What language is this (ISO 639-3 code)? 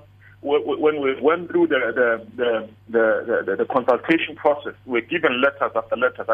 eng